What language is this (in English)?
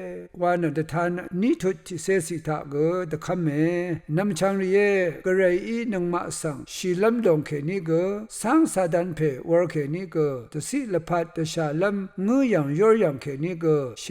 Rawang